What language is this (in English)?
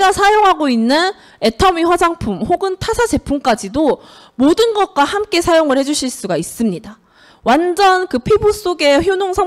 Korean